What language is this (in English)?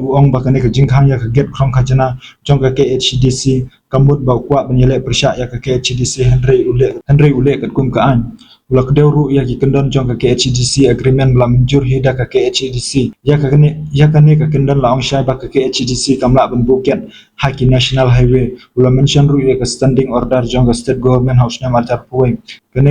Khasi